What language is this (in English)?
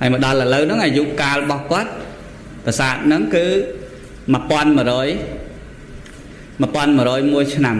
Khmer